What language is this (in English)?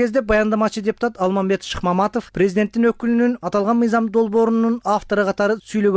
Kyrgyz